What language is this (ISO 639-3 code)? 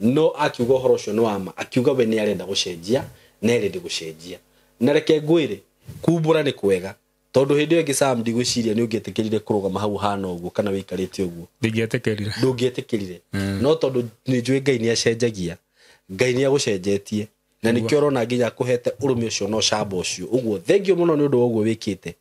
kik